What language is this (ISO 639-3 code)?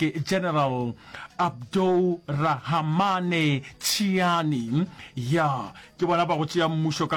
nso